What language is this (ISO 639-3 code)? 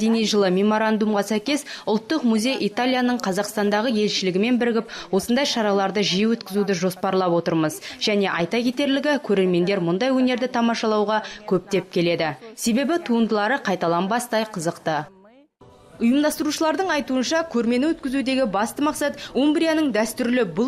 kaz